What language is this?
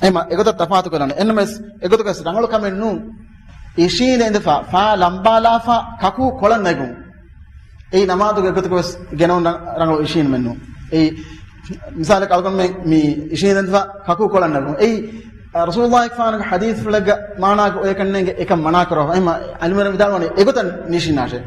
Divehi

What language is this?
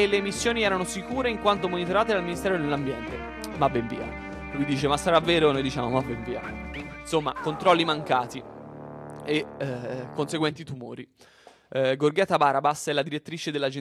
Italian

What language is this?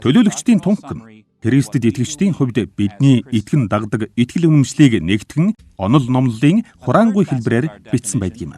Mongolian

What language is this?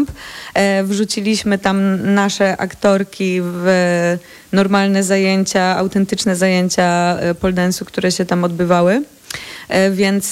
Polish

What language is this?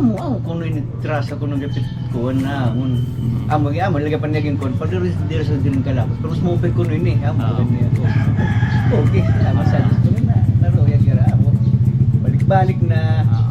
Waray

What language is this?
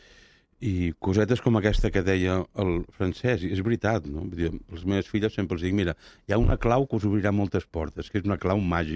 Catalan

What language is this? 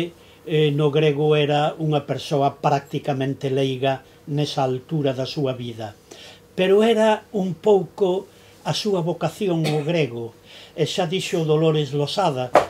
Galician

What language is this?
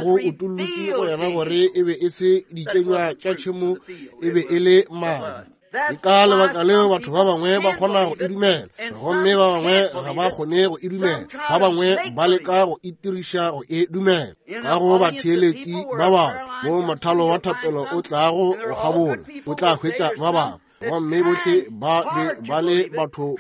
Northern Sotho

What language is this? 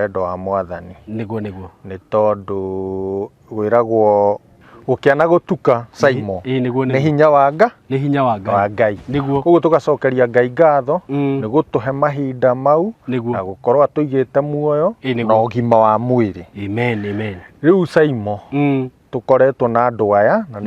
Kikuyu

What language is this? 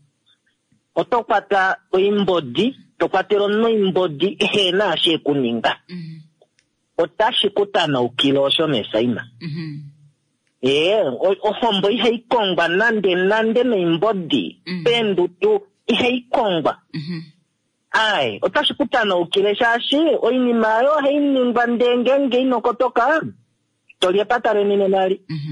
Kuanyama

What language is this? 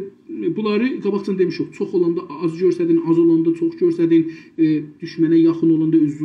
South Azerbaijani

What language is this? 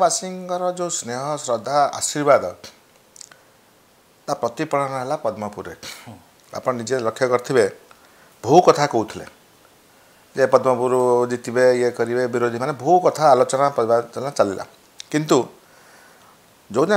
Odia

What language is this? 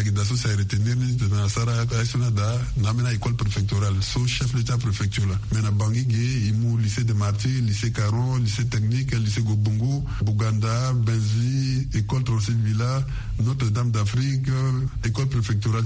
Sango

